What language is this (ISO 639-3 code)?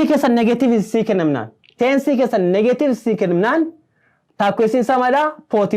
orm